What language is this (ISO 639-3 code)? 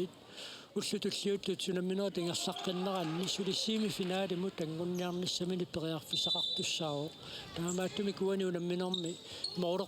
kal